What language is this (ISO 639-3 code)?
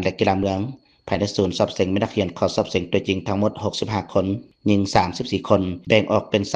lao